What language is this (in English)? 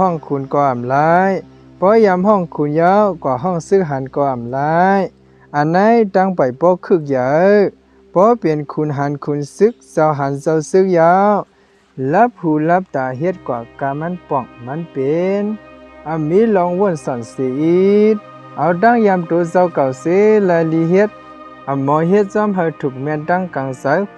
Shan